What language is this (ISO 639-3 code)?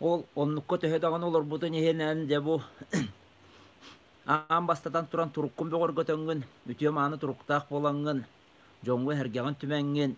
sah